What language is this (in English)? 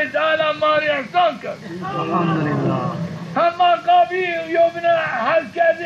Zaza